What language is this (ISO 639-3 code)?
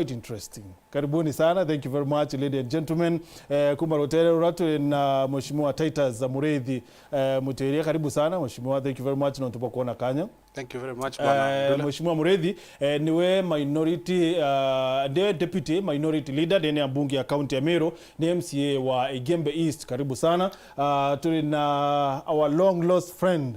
mer